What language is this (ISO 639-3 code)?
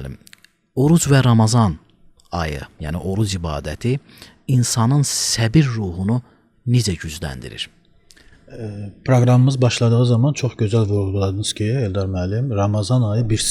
aze